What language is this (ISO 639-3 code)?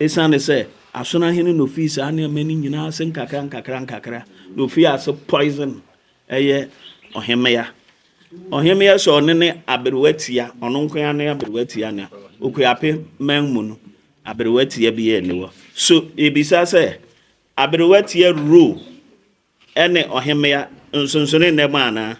aka